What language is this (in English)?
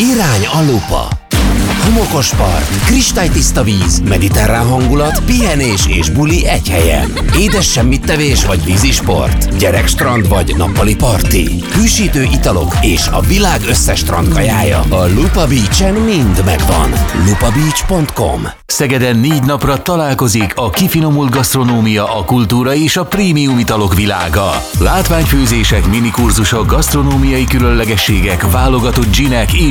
Hungarian